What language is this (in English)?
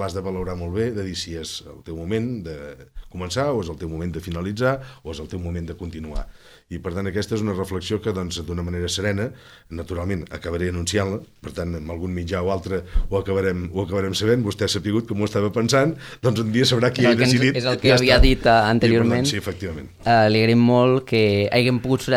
Catalan